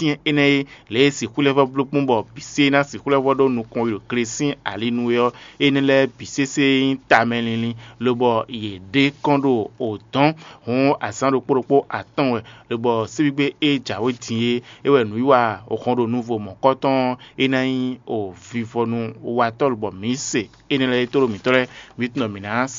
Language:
Fon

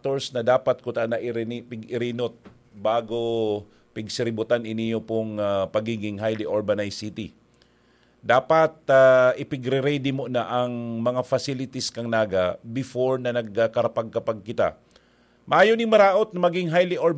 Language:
Bikol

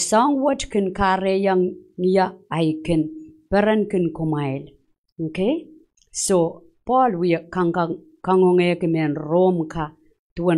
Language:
Pohnpeian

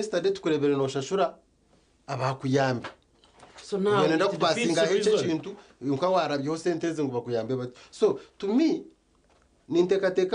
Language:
Nyankole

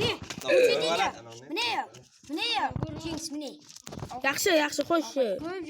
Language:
Kara-Kalpak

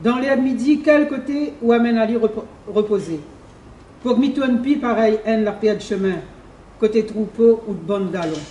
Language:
Réunion Creole French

